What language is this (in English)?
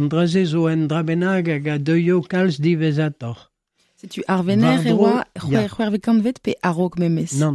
Breton